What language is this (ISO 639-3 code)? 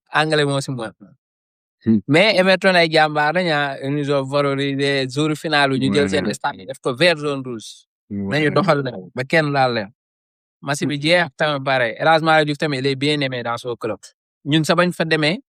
wol